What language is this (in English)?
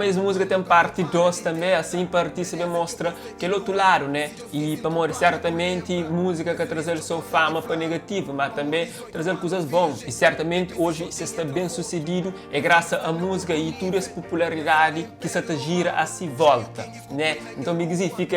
Kabuverdianu